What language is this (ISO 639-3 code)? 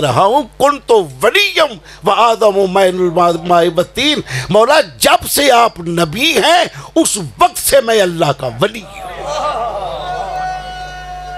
urd